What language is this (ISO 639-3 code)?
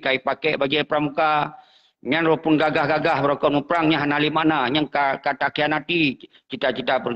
ace